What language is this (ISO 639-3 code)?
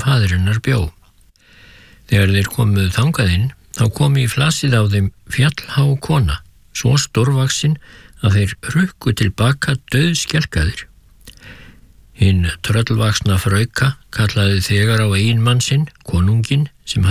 isl